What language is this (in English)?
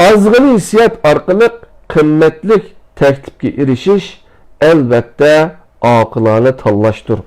Uyghur